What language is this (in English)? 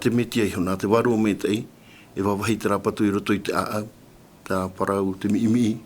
Tahitian